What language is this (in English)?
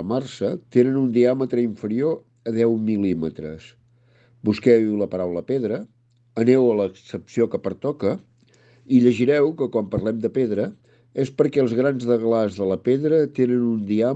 Catalan